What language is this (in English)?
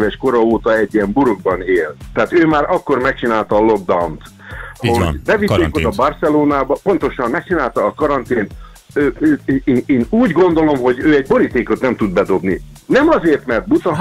Hungarian